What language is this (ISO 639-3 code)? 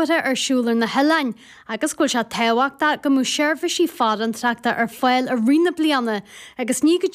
gle